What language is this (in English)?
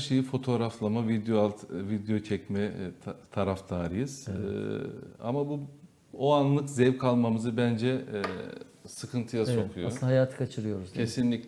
Turkish